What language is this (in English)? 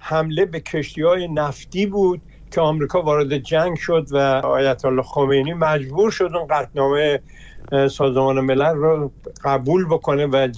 Persian